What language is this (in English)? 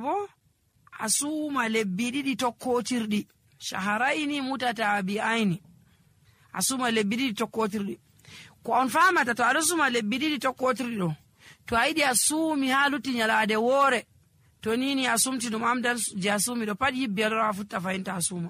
Nigerian Fulfulde